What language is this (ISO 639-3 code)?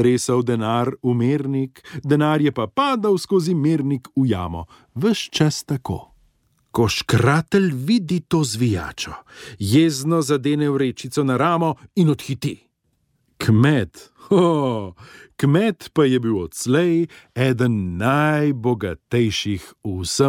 slv